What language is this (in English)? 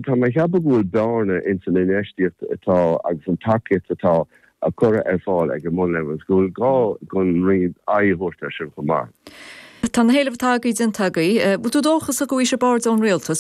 Irish